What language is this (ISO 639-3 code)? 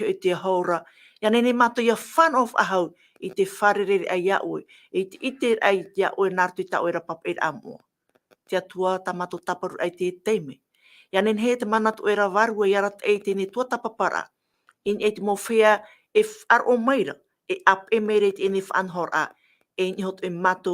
tah